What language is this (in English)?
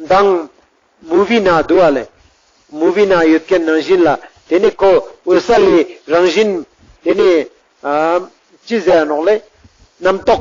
Ladakhi